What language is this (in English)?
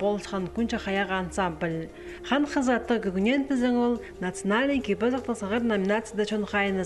Khakas